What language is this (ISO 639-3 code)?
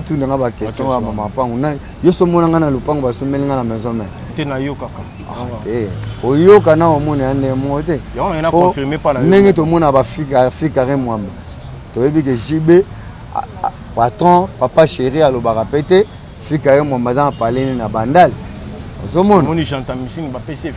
lin